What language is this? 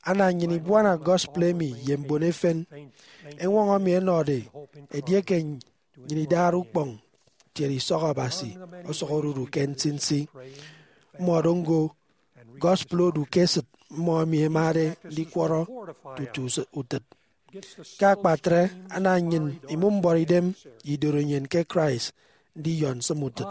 Efik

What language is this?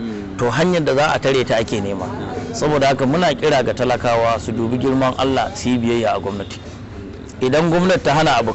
Hausa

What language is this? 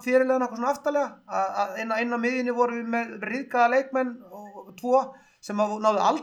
Icelandic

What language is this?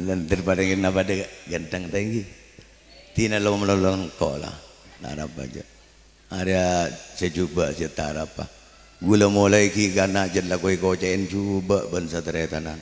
Madurese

